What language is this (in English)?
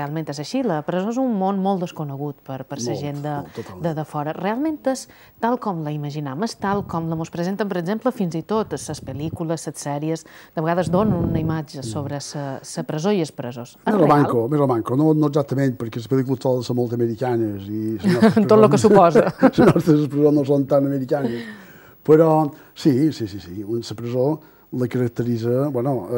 Catalan